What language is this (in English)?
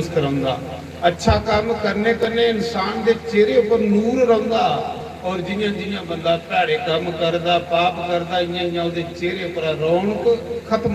Dogri